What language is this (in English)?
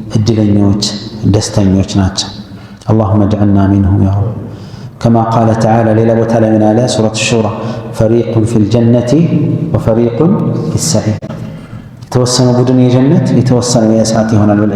Amharic